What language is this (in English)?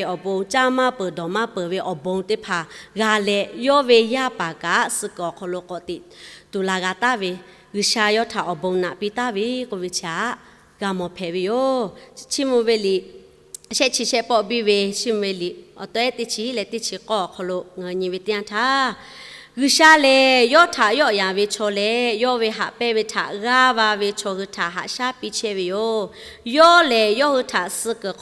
Lahu